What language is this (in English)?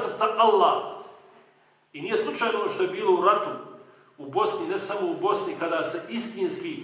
Bosnian